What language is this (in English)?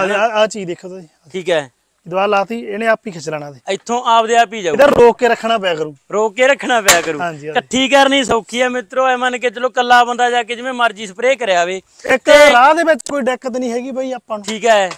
Punjabi